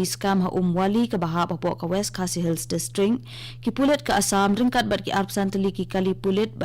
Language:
Khasi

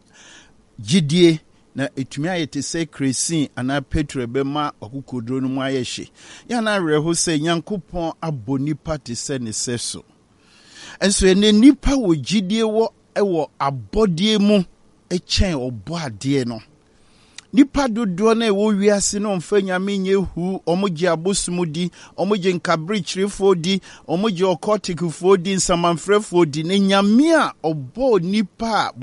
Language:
Akan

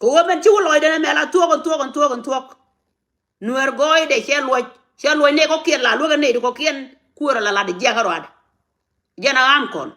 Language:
Nuer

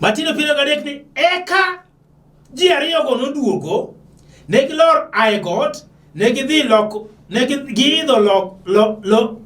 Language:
Luo (Kenya and Tanzania)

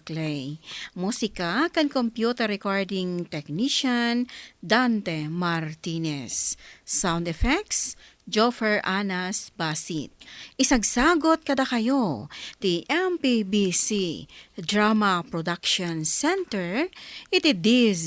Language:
Iloko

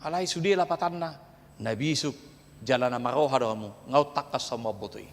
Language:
Batak Toba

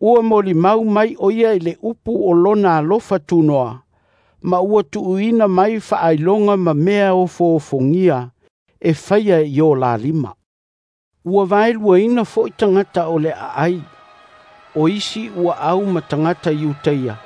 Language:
Samoan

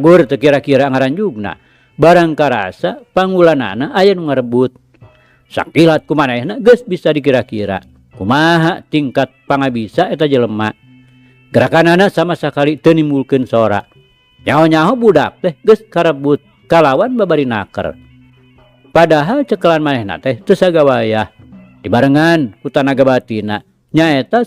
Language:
Sundanese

